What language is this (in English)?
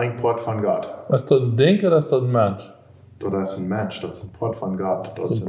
Plautdietsch